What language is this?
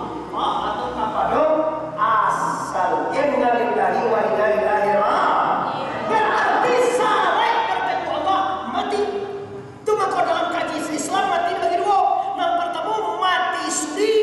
Minangkabau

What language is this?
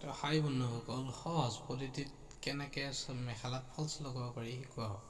Assamese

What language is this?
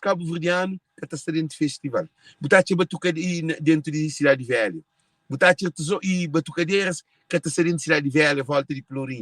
Kabuverdianu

